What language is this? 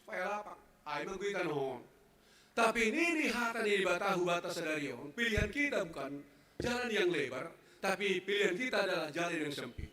Batak Simalungun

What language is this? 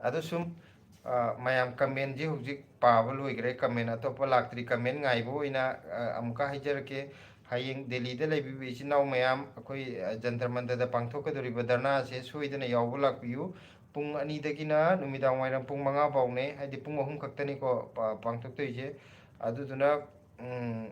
Manipuri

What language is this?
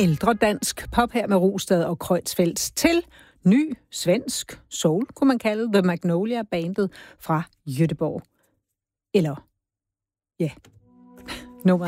Danish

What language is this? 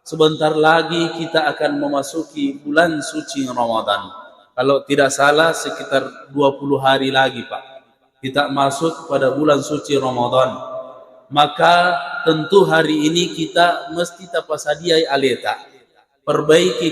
Buginese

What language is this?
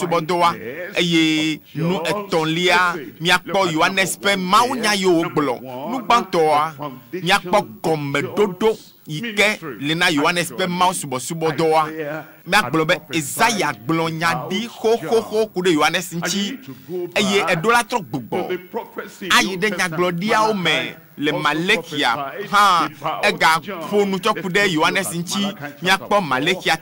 Ewe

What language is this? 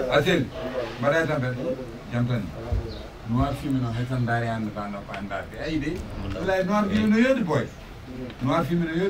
Fula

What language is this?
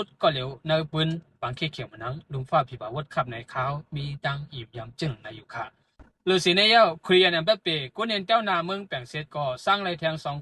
Shan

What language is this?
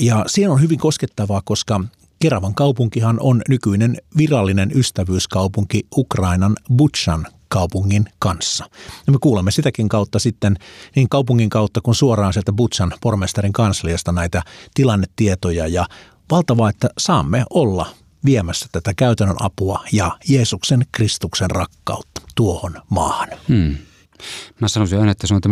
Finnish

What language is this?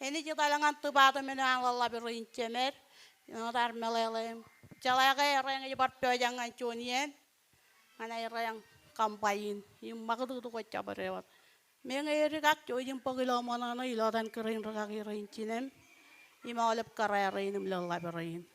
Marshallese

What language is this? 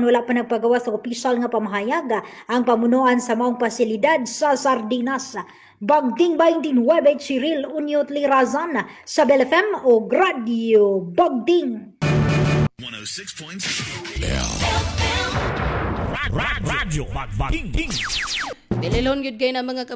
Cebuano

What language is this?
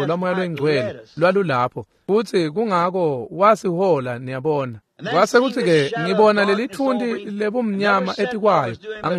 Swati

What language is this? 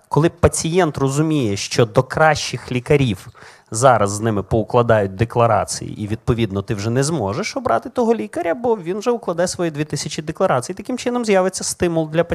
Ukrainian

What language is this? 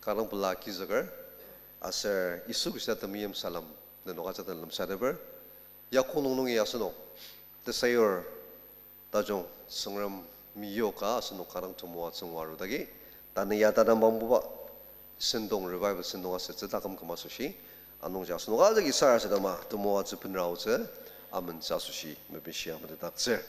Ao Naga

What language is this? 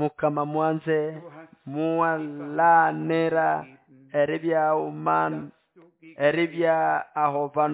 Nande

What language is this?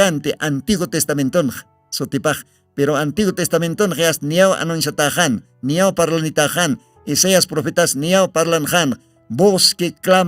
Aymara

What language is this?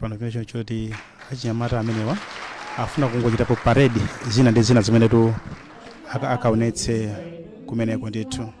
Nyanja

